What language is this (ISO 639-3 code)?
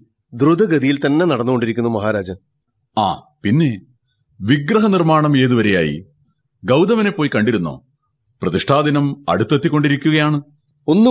mal